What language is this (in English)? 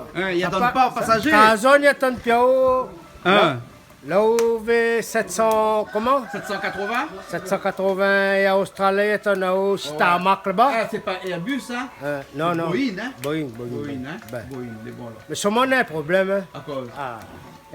Réunion Creole French